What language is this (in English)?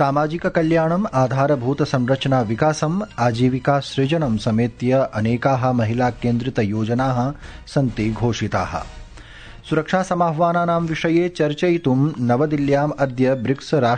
Sanskrit